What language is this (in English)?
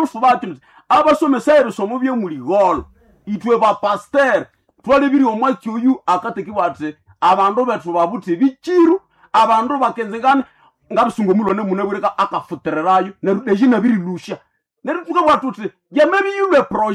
Nande